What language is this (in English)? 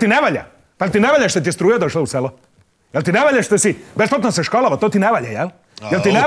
Serbian